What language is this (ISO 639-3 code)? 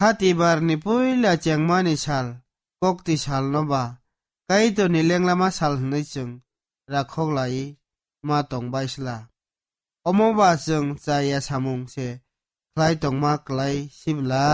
trp